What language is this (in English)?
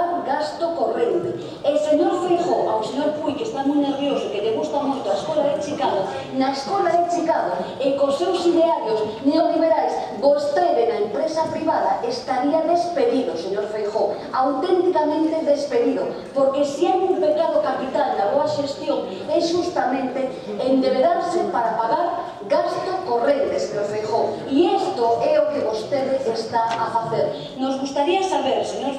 Galician